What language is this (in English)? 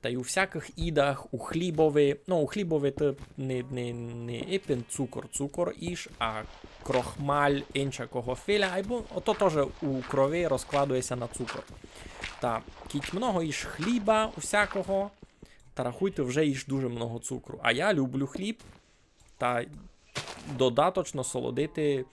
Rusyn